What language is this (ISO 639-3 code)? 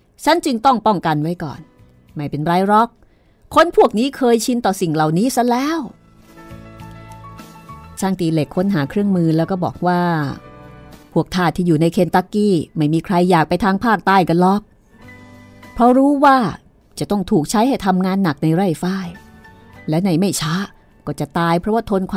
tha